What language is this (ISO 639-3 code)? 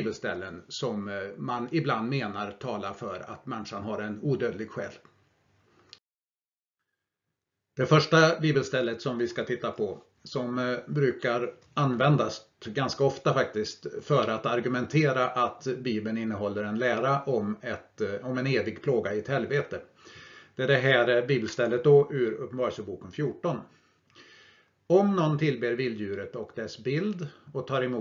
swe